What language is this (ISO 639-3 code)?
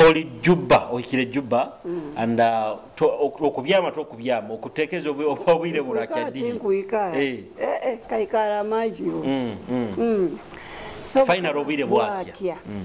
nyo